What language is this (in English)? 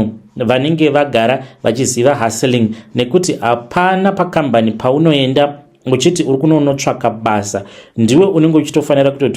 Shona